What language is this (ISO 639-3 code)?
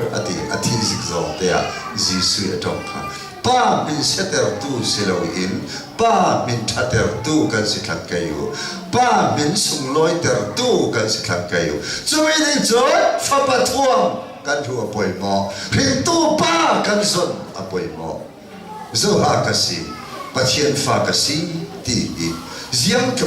cnh